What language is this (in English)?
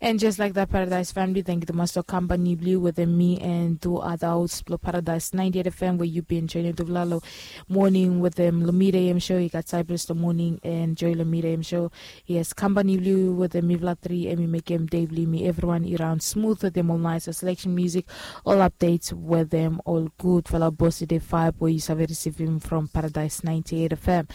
Bislama